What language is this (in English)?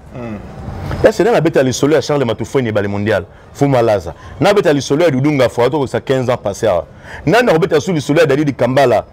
Lingala